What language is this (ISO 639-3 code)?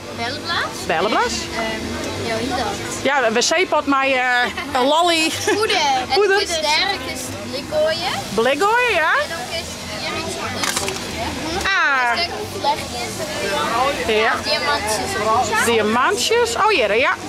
fry